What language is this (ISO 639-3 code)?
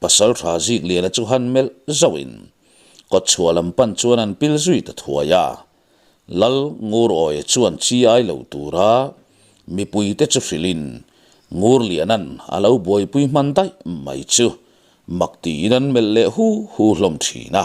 lus